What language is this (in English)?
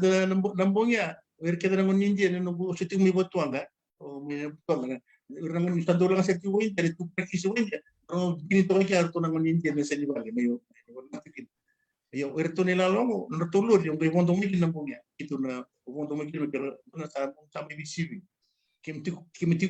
Fijian